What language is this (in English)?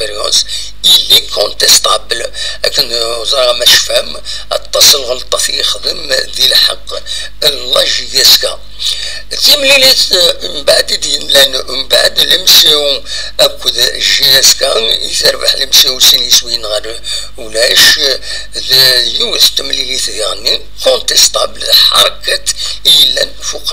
Kabyle